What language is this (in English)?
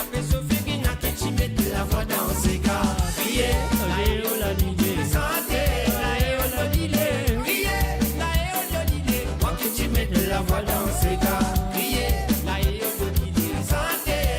Morisyen